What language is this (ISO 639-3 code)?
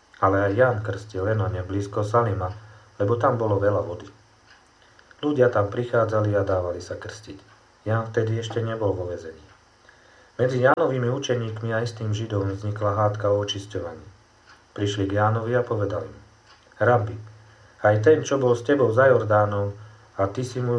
slk